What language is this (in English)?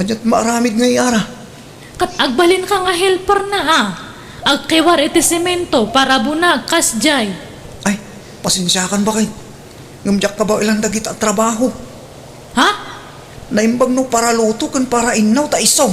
Iloko